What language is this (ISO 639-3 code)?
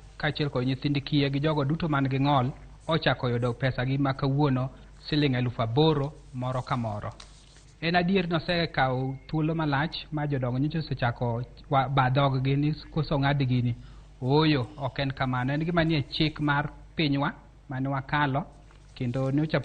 luo